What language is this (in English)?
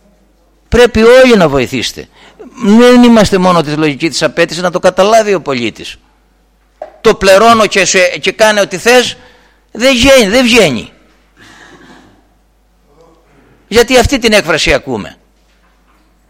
Greek